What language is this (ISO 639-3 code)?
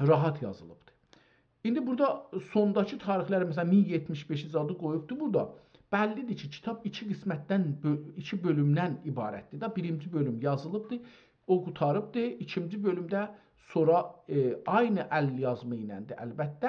azb